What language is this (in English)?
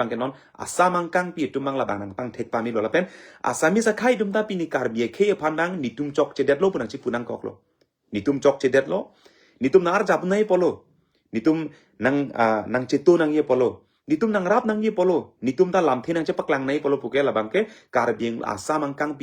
Karbi